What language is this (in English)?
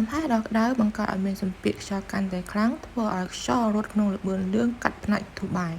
Khmer